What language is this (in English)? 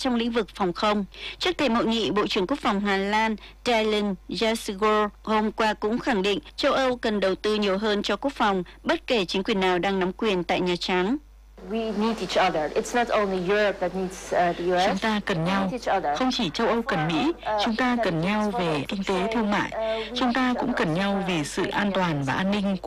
Vietnamese